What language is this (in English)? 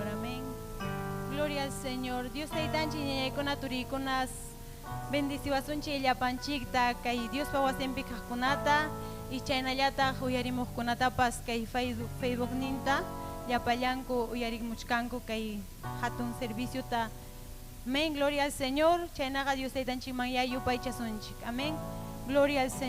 Ayacucho Quechua